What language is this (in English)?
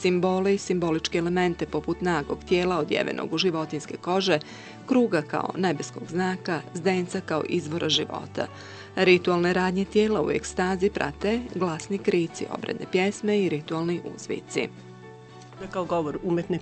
Bosnian